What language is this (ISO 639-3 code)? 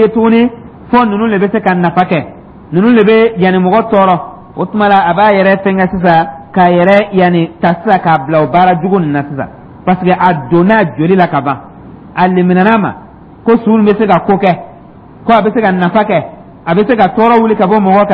dyu